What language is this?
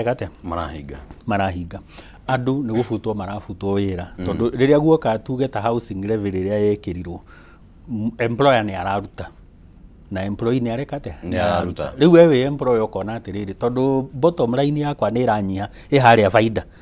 Kikuyu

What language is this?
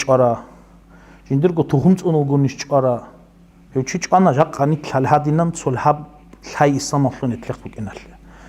Avaric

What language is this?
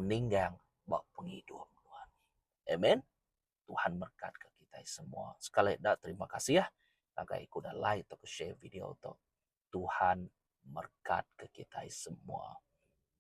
Iban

